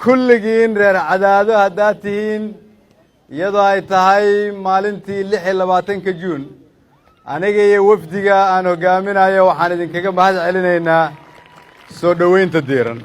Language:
Somali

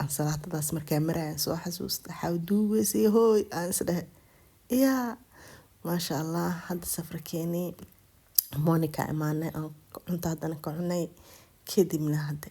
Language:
Somali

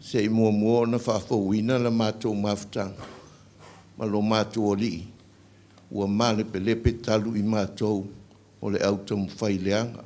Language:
Samoan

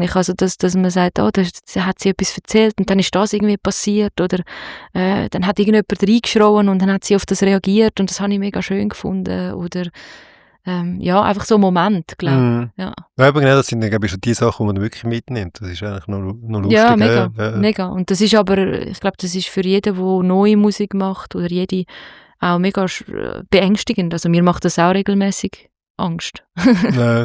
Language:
Swiss German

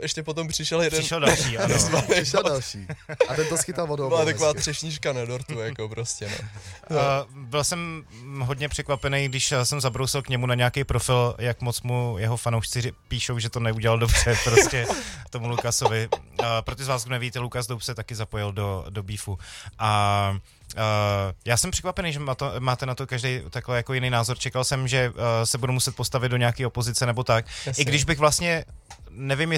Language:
Czech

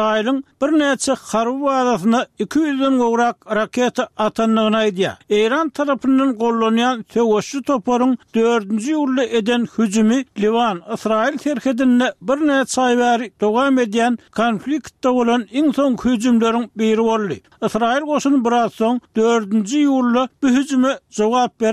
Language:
Turkmen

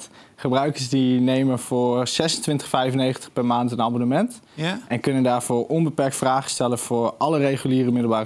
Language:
Dutch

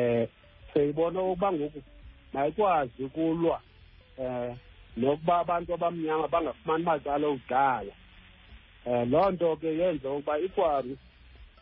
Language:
Xhosa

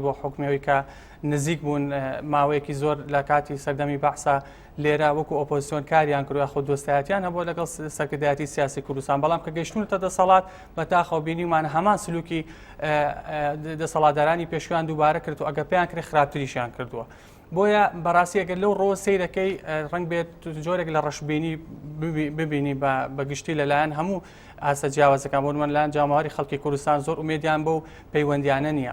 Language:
Central Kurdish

